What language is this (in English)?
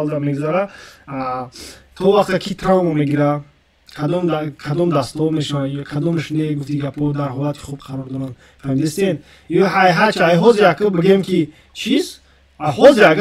Tajik